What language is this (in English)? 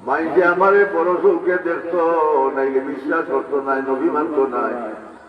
Sylheti